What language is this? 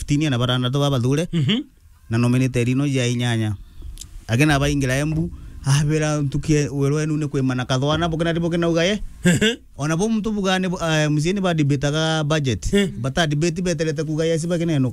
Meru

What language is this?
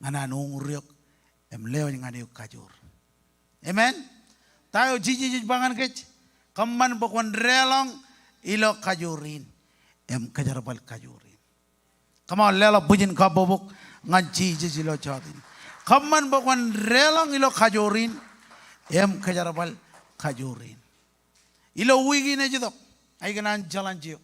Marshallese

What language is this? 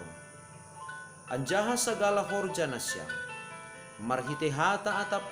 Batak Simalungun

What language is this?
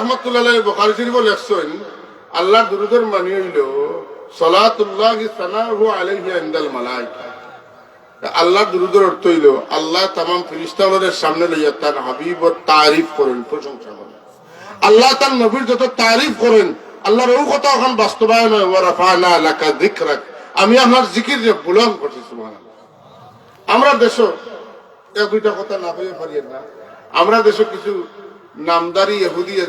Sylheti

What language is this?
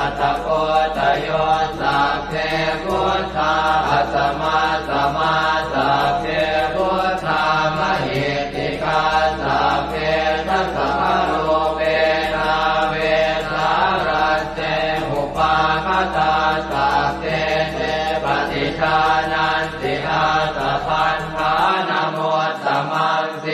Pali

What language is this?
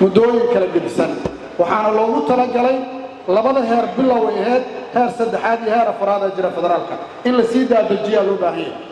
Somali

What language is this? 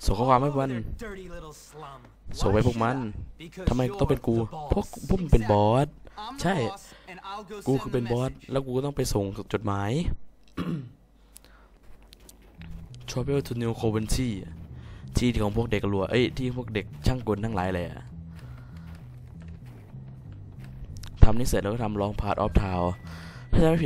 Thai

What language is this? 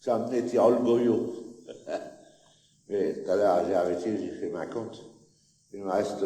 Picard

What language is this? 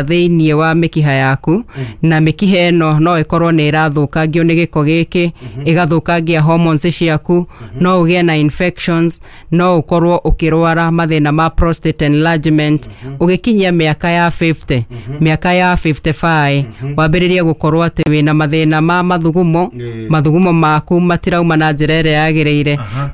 Kikuyu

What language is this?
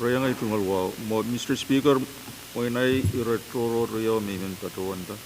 Pohnpeian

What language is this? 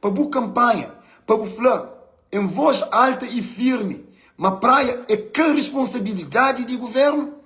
Kabuverdianu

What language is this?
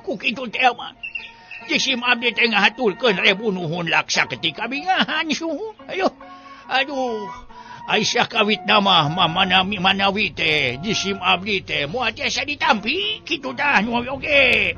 Sundanese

